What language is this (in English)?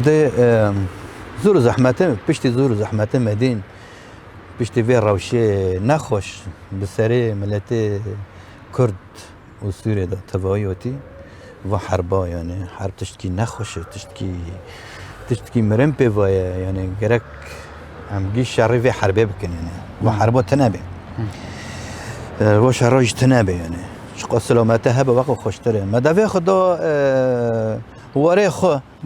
Kurdish